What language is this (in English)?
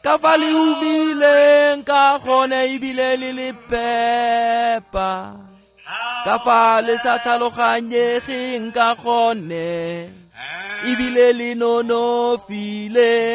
Tswana